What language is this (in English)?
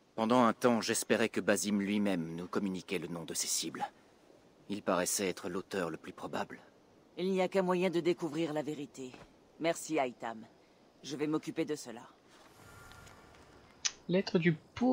French